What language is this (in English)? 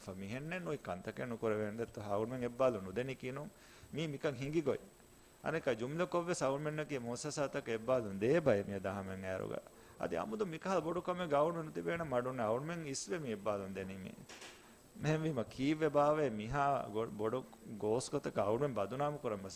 Divehi